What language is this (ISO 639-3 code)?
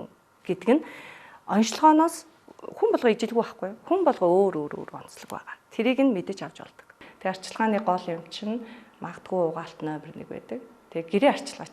mon